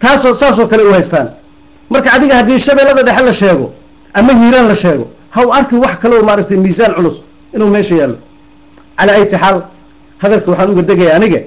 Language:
Somali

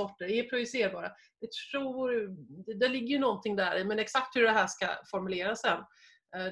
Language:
Swedish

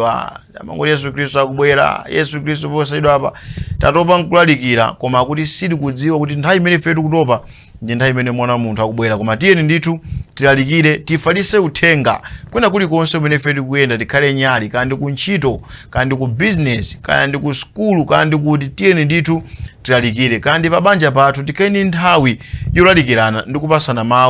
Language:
Nyanja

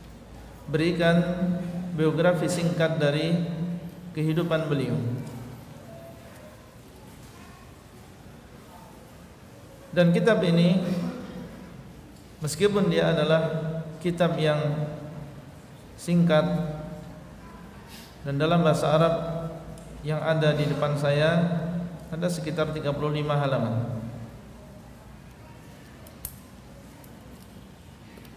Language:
Indonesian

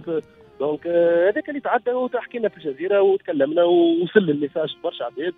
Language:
Tunisian Arabic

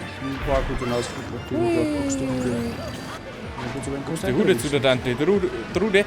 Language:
Bavarian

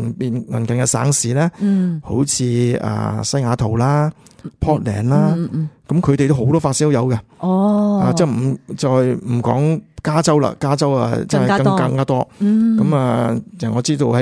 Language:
Cantonese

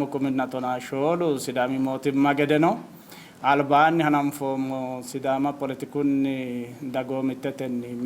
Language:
Sidamo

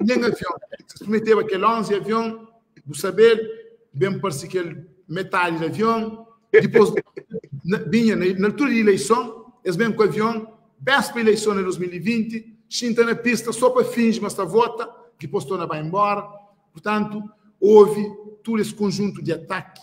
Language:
Kabuverdianu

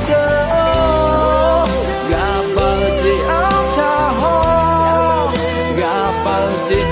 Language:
Akha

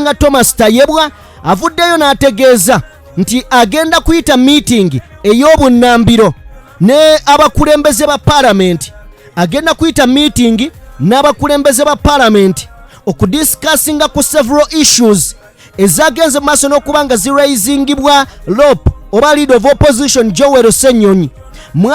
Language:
Ganda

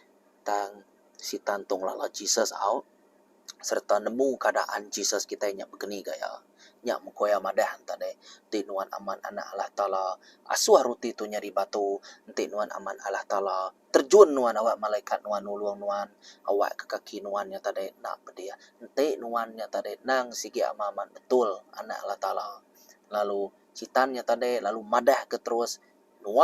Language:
Iban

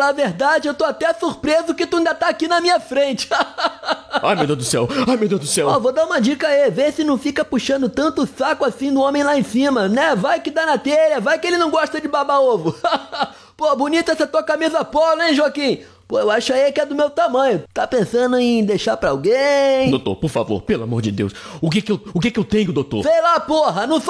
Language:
Portuguese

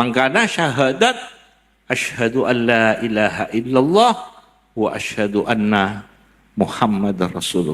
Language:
Madurese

